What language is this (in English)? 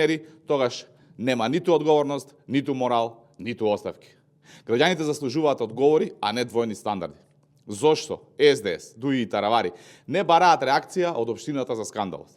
Macedonian